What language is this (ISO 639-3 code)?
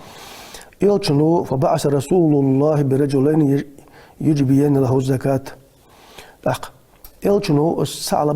inh